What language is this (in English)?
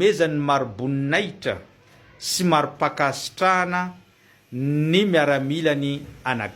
Malagasy